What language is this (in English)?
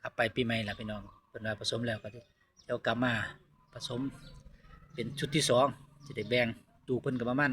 Northeastern Thai